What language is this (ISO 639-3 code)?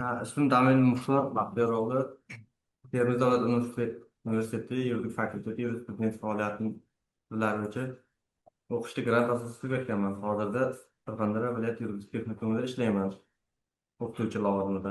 uzb